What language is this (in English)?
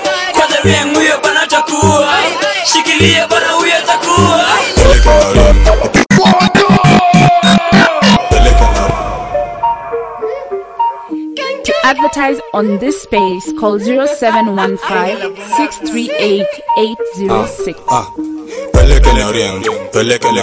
Swahili